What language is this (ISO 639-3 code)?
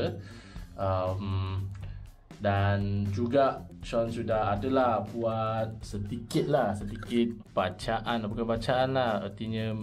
msa